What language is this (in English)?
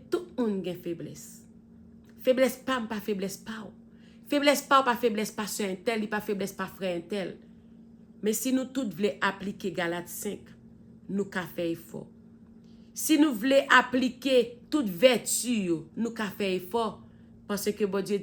Haitian Creole